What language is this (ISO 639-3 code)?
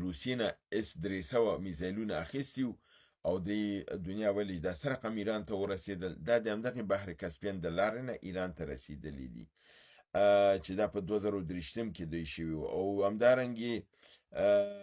pus